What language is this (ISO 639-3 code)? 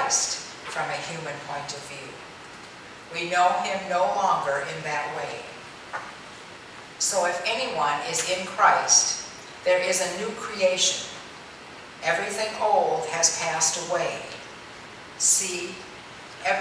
eng